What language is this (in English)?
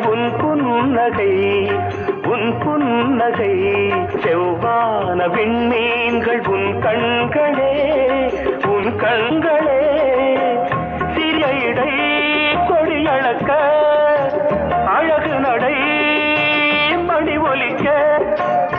Tamil